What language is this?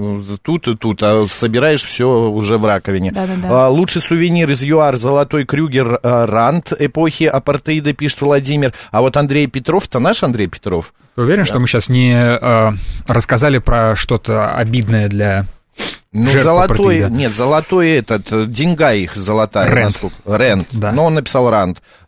Russian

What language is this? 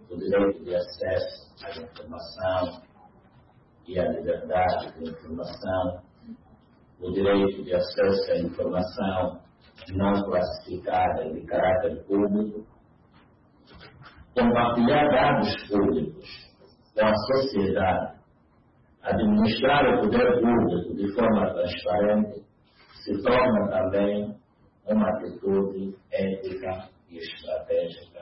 Portuguese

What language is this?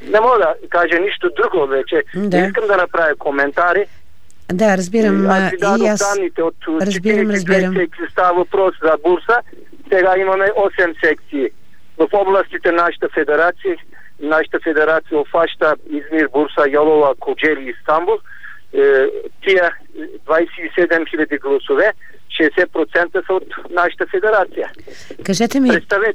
Bulgarian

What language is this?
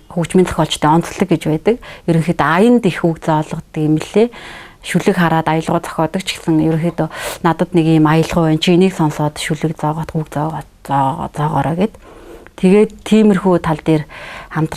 Mongolian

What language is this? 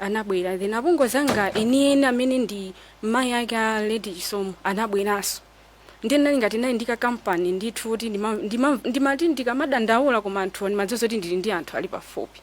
Nyanja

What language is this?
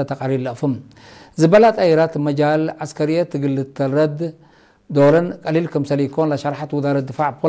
Tigre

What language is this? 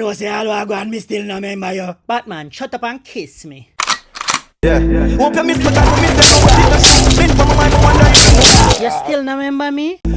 Jamaican Creole English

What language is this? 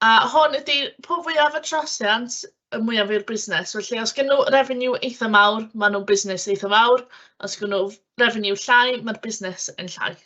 Welsh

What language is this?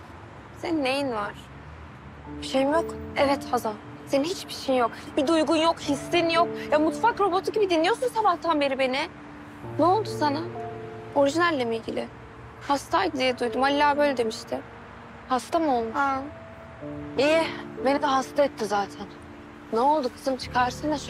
Turkish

